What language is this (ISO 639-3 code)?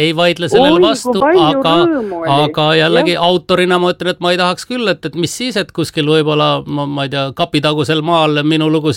est